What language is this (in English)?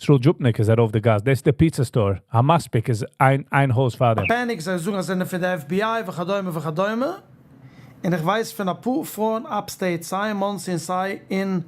Yiddish